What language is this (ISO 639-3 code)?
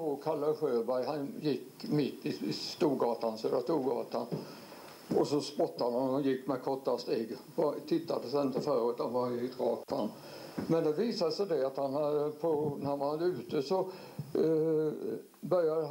swe